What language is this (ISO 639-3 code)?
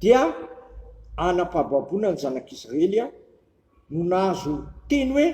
mlg